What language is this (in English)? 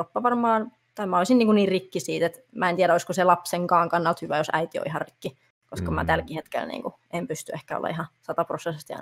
Finnish